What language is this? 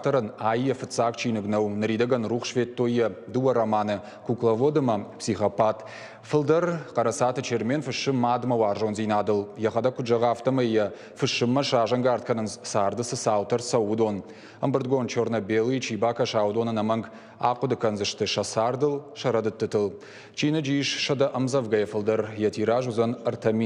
Ossetic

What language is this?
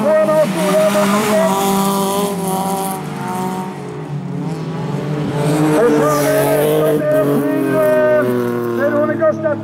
Norwegian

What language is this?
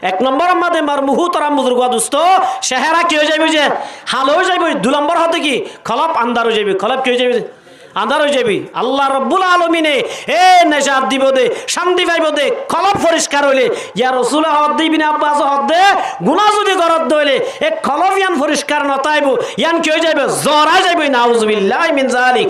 Rohingya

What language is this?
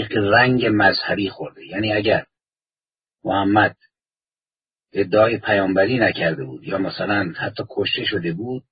Persian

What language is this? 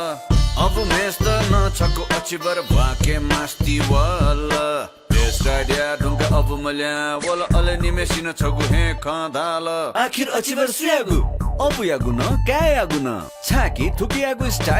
Newari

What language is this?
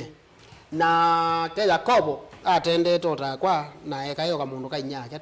Kamba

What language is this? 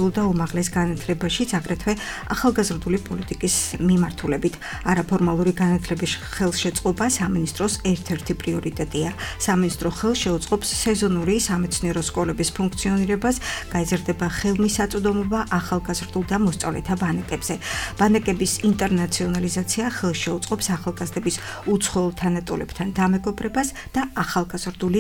Georgian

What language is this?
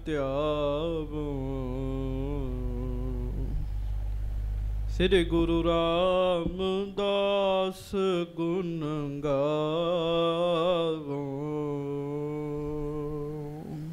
Punjabi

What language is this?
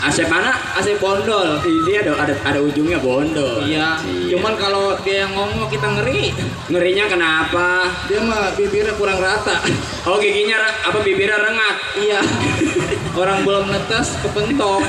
Betawi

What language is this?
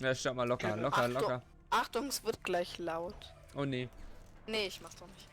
Swiss German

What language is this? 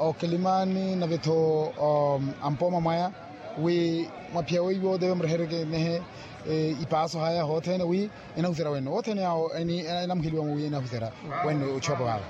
Makhuwa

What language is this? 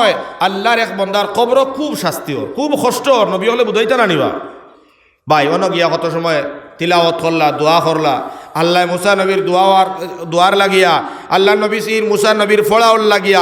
Sylheti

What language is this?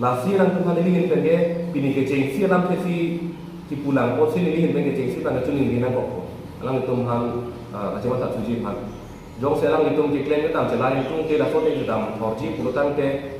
Karbi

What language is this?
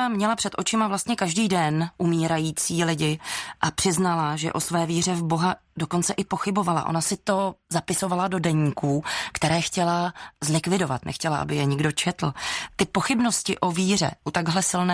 Czech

